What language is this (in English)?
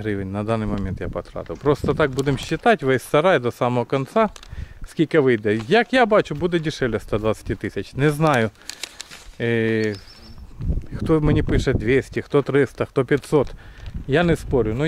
Ukrainian